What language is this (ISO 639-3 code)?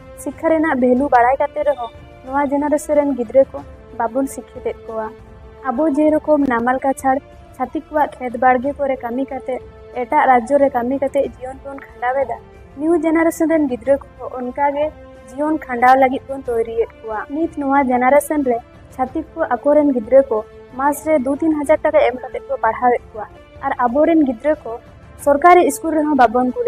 sat